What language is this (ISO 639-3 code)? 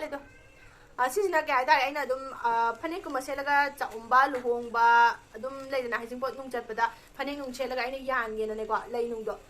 mni